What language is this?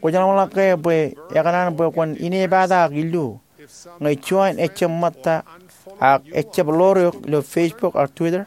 Marshallese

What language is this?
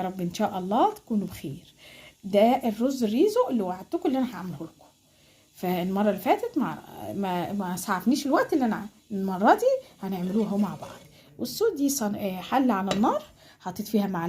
Egyptian Arabic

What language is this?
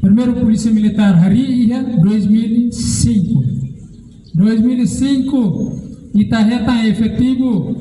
Tetum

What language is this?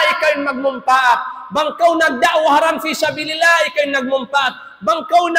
Tausug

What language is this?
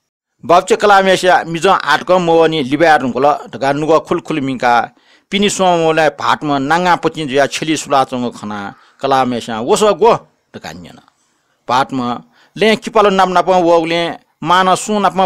Newari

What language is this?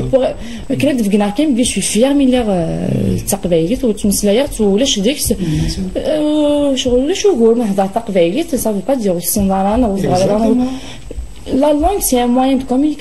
Kabyle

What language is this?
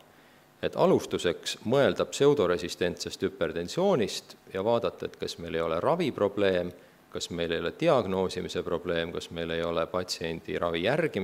Estonian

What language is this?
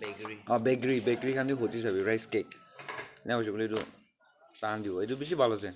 Naga Pidgin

